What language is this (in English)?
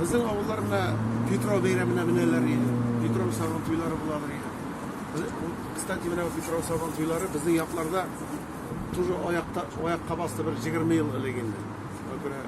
Tatar